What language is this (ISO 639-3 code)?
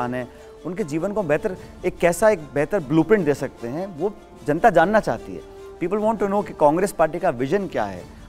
hin